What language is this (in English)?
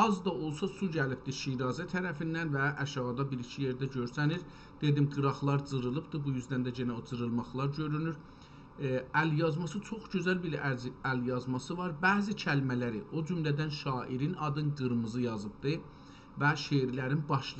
South Azerbaijani